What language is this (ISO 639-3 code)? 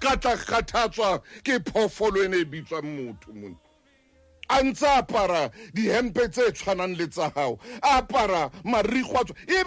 sot